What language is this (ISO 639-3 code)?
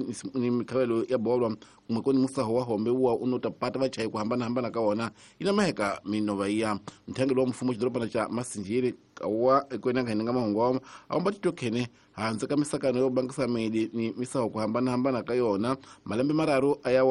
tso